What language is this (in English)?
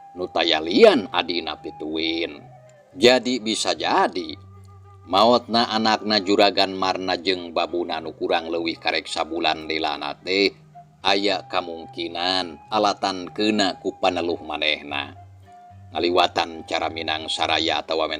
Sundanese